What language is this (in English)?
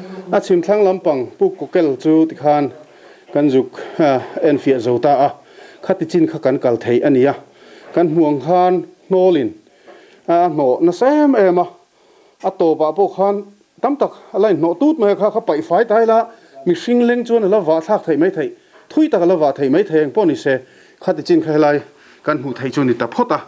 Mizo